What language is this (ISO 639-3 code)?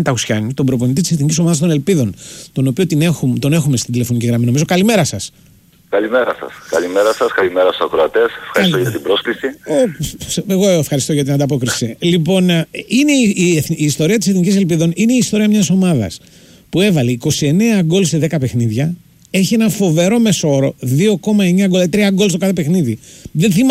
ell